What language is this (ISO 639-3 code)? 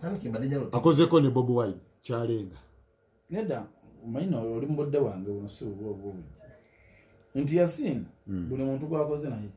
lug